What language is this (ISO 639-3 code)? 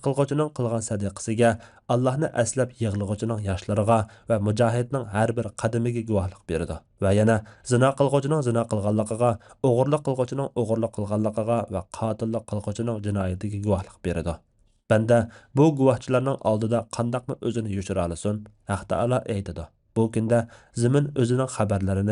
uig